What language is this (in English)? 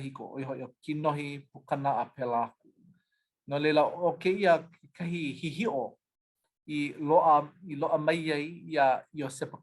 Hawaiian